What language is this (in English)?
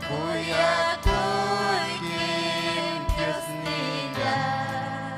Ayacucho Quechua